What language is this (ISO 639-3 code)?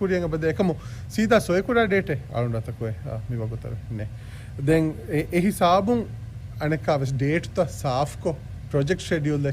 div